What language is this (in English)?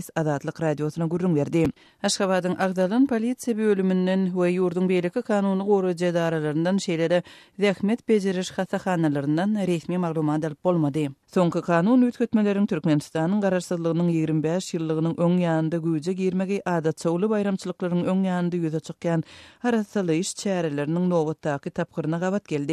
Turkmen